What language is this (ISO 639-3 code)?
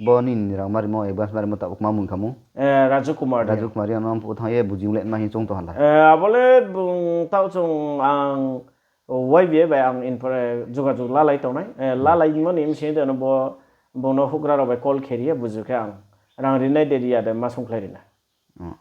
ria